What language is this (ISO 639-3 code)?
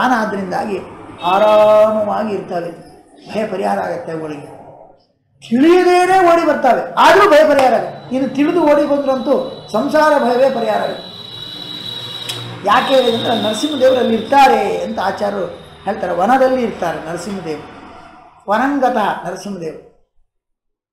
kan